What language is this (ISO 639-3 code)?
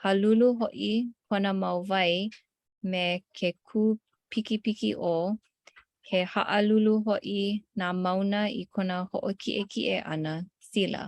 haw